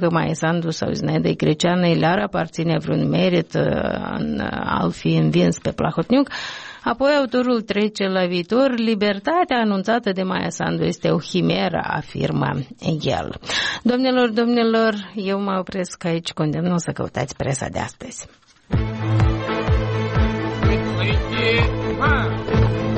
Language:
Romanian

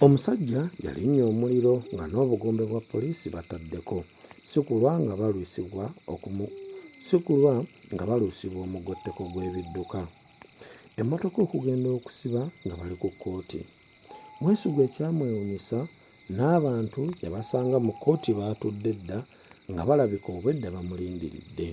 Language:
Ganda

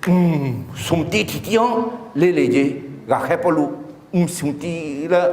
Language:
Akha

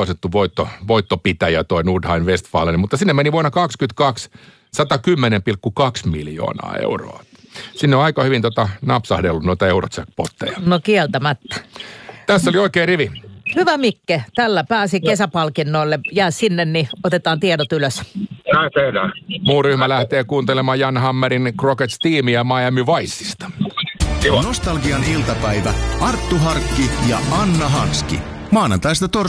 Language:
Finnish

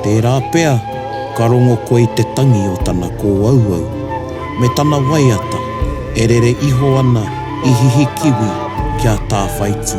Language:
Māori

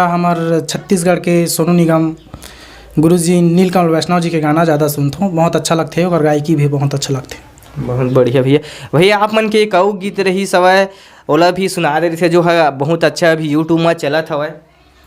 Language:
Chhattisgarhi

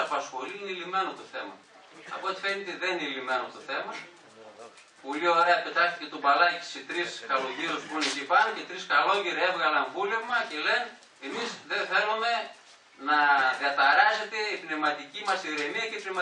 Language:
Greek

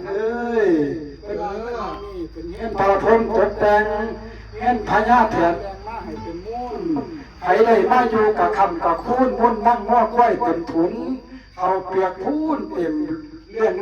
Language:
Northeastern Thai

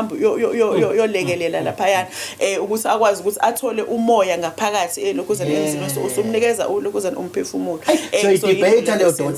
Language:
Zulu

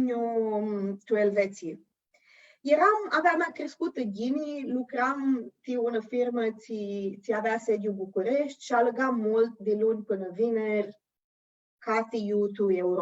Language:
Aromanian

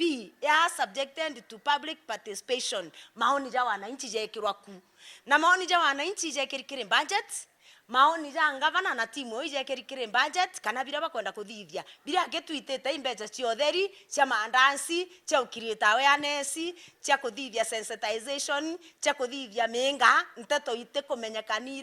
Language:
Meru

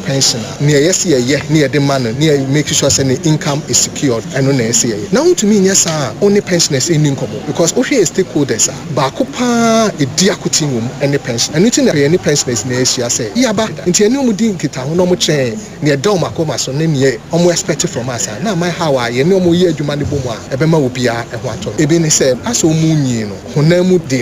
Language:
Akan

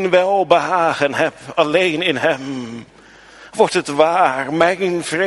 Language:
Dutch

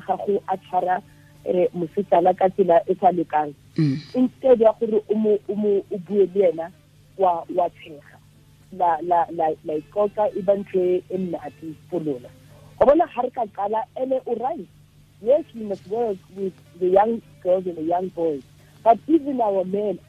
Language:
Tswana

